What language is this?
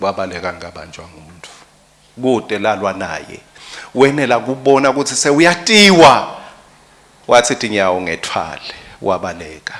Swati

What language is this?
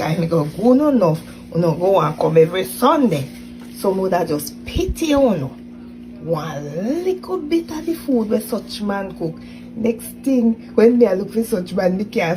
Jamaican Creole English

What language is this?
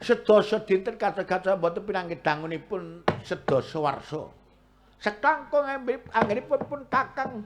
Javanese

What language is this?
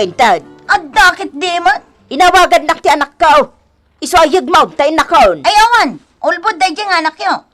Iloko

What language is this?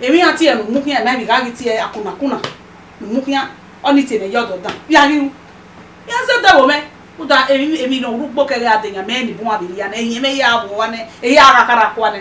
Bini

